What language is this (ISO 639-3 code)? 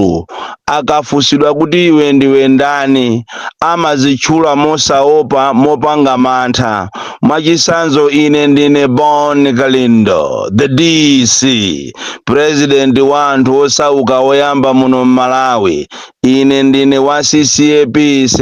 nya